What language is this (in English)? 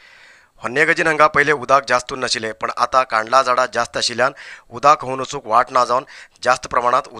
Konkani